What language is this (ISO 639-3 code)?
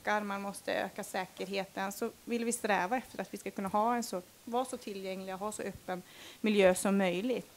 swe